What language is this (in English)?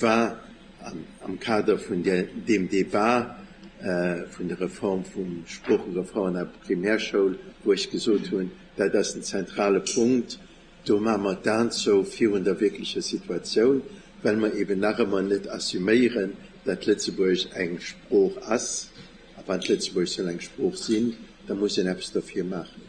Luxembourgish